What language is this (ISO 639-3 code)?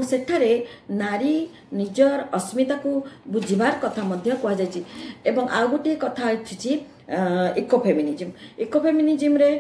ori